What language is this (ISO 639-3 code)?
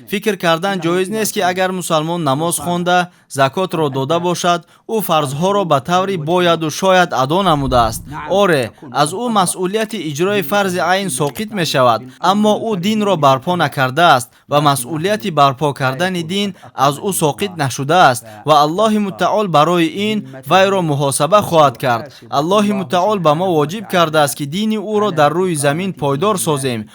tgk